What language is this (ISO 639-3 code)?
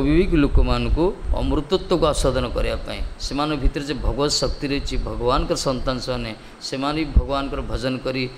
ori